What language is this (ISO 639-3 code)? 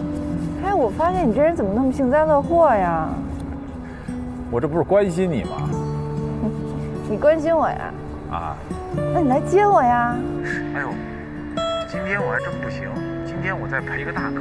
zho